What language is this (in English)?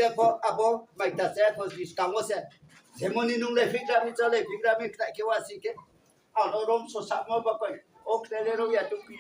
Riang (India)